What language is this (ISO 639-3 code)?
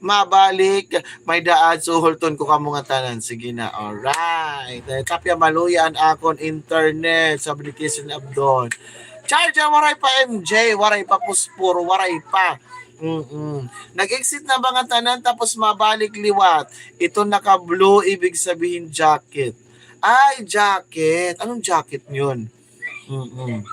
war